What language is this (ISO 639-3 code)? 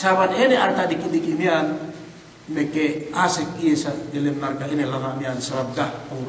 yka